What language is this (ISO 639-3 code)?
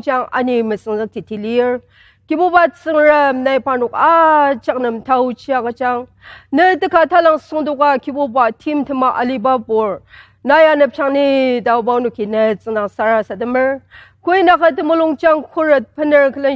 njo